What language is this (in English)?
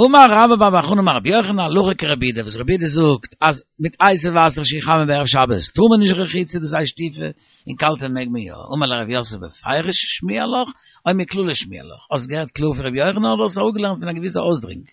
Yiddish